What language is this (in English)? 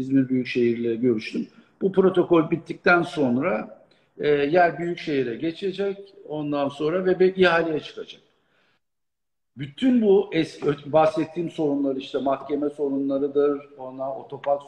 Turkish